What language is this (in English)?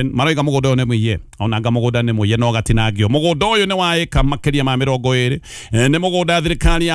Kikuyu